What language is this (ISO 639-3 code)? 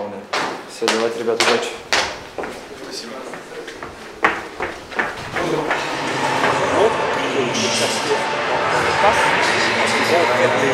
rus